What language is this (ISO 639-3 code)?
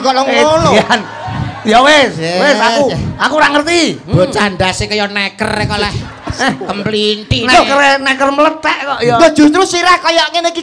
jav